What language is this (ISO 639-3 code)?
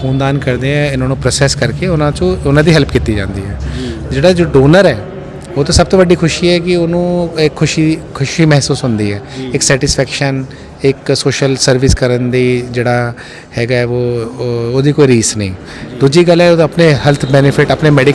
pan